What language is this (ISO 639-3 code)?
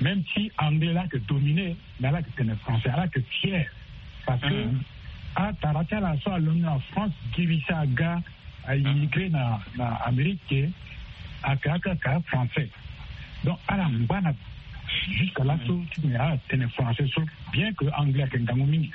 sag